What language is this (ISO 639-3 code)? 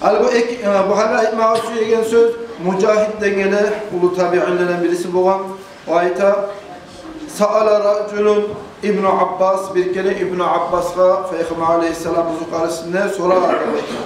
kum